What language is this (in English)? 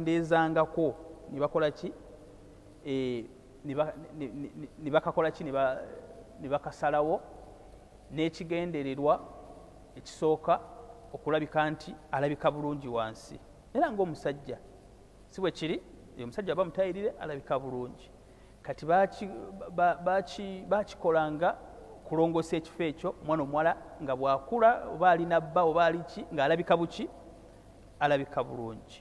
Ganda